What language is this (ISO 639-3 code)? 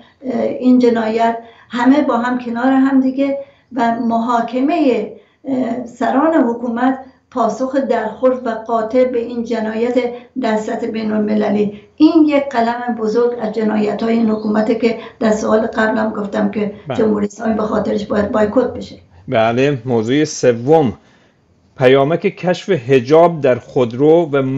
fas